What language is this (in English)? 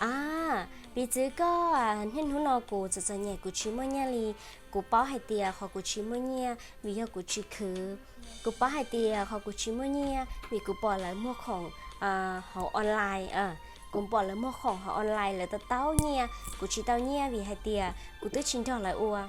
Hmong